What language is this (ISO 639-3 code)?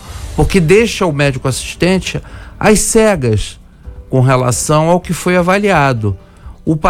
por